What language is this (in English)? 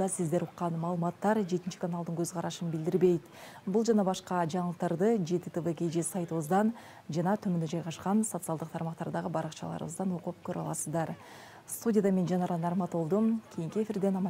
Kyrgyz